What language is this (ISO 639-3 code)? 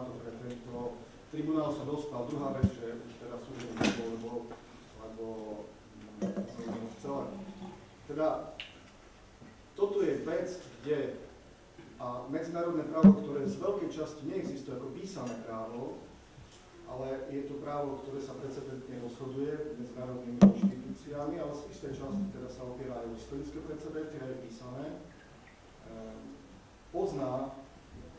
slk